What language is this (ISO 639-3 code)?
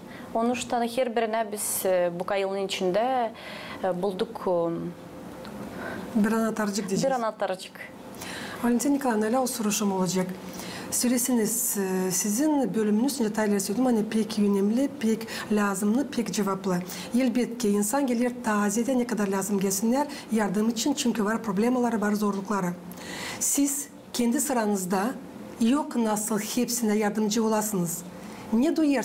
gag